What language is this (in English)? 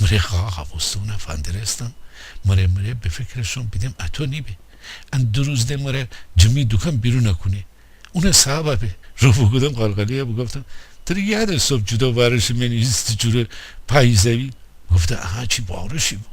Gilaki